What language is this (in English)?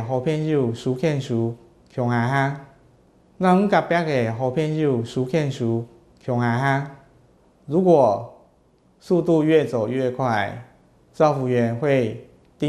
Hakka Chinese